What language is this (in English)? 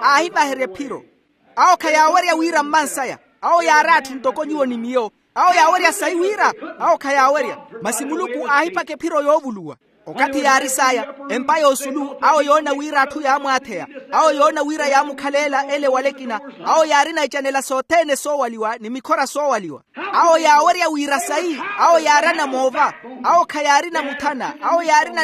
Makhuwa